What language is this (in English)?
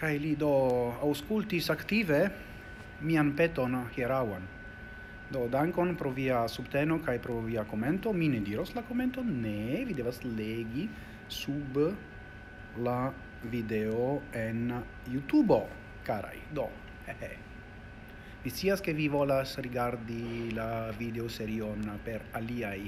Esperanto